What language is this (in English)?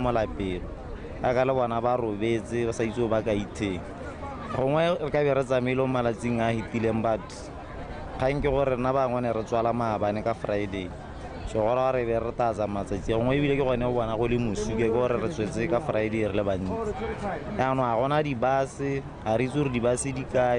Tswana